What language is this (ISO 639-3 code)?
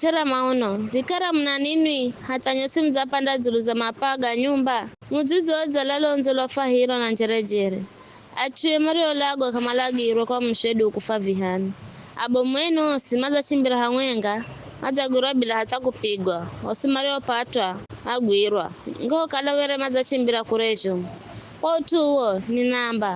nyf